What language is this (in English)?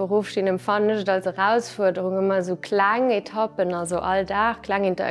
Luxembourgish